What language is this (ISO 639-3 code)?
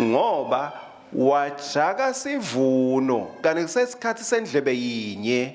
ssw